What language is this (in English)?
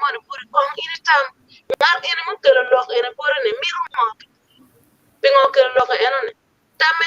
Acoli